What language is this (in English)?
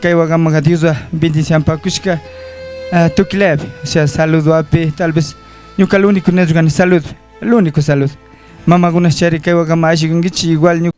Chimborazo Highland Quichua